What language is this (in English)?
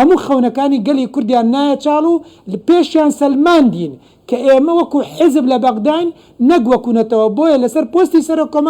Central Kurdish